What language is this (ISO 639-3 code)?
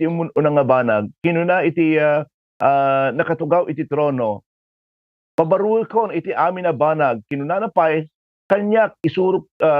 ilo